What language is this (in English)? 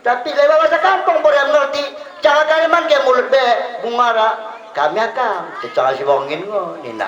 Batak Dairi